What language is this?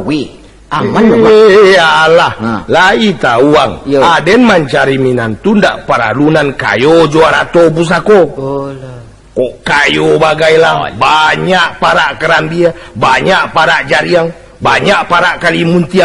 Minangkabau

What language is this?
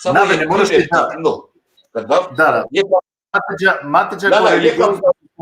Balkan Romani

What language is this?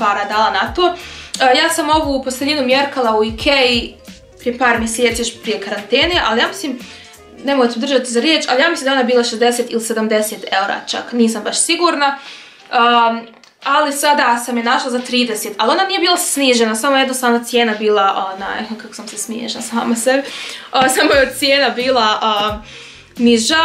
Croatian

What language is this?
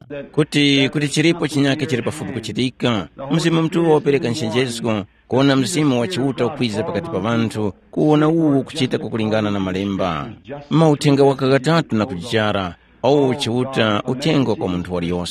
Tumbuka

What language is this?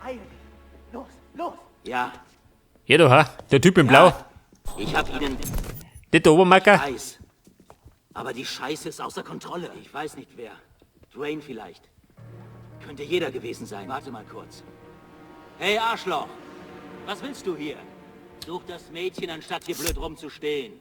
Bavarian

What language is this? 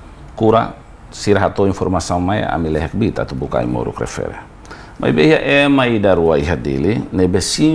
Tetum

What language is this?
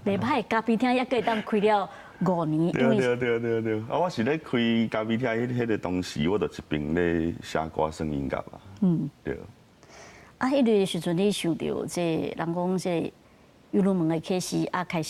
Min Nan Chinese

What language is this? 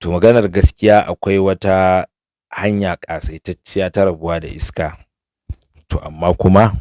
Hausa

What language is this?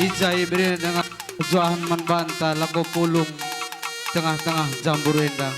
Batak Karo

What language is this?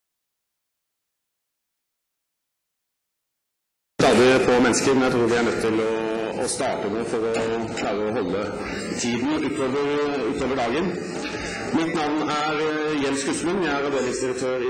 Norwegian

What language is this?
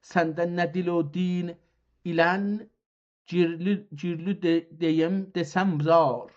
South Azerbaijani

